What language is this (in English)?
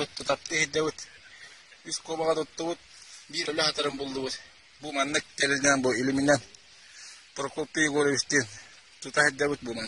Yakut